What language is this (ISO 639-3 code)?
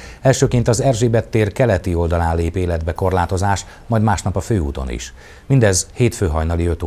hun